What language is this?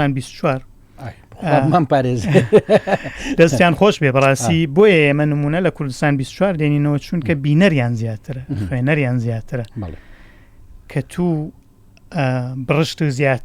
Central Kurdish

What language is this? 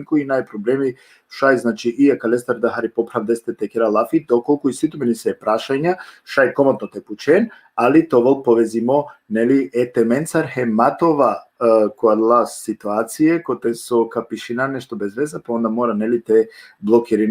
Balkan Romani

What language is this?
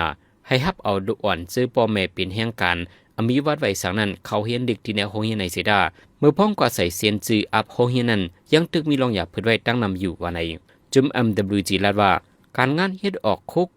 Shan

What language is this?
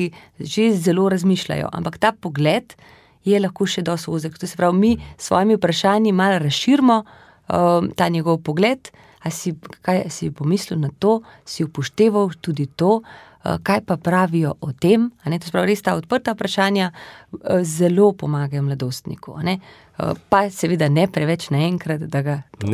Slovenian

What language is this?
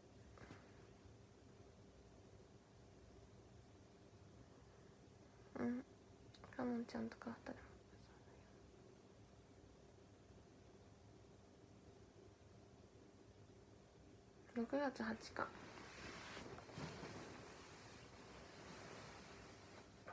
Japanese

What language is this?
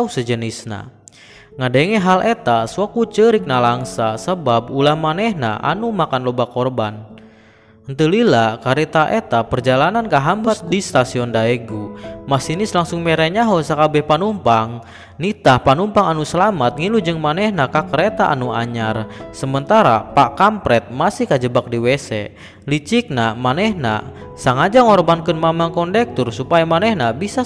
Sundanese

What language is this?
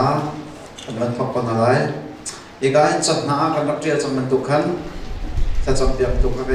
Hakha Chin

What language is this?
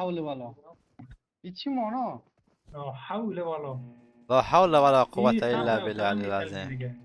Persian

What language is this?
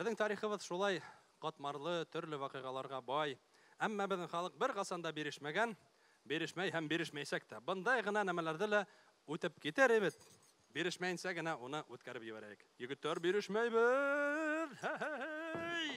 Bashkir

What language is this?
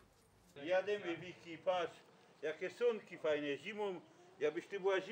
Silesian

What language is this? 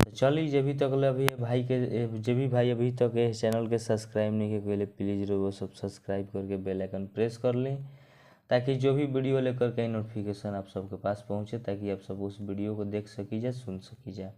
Bhojpuri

